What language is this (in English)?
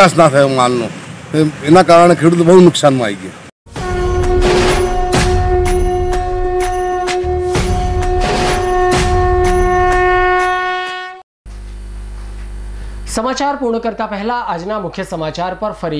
Gujarati